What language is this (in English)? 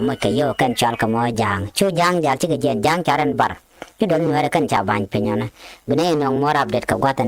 Nuer